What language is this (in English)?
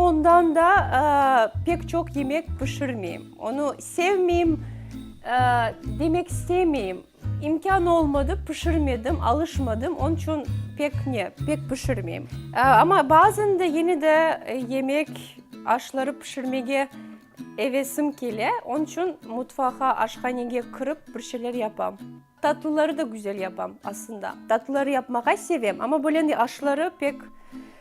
Crimean Tatar